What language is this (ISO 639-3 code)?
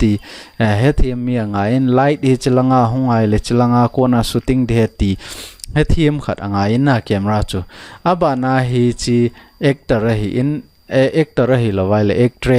tcz